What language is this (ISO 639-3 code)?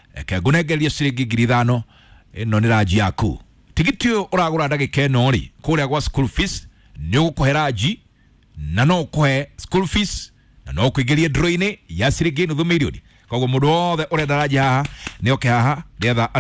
kik